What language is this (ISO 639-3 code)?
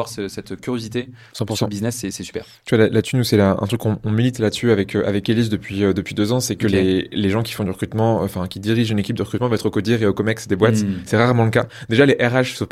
fra